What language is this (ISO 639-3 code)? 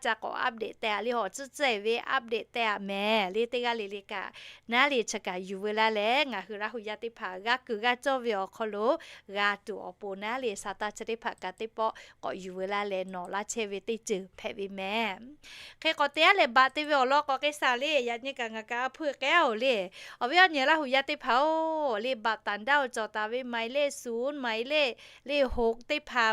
lhu